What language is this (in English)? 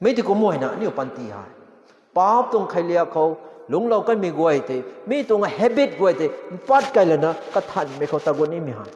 Rongmei Naga